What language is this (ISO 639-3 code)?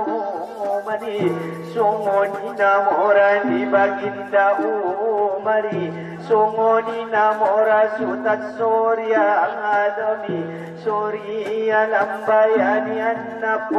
akb